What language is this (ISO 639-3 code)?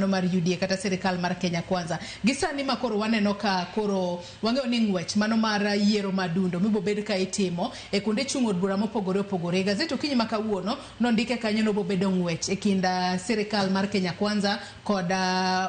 luo